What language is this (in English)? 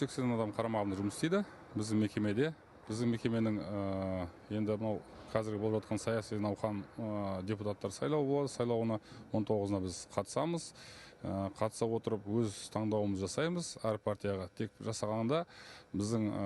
Kazakh